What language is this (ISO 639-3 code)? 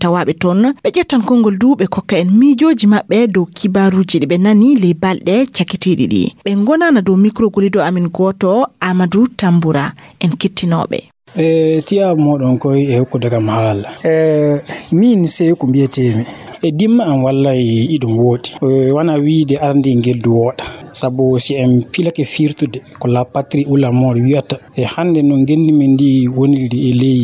ful